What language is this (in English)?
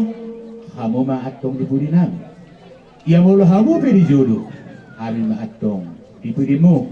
Batak Toba